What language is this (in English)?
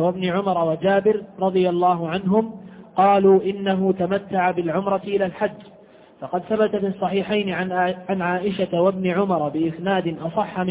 Arabic